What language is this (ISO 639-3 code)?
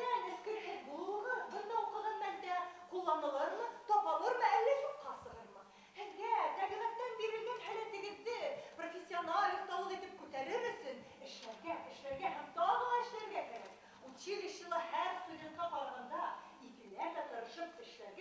bak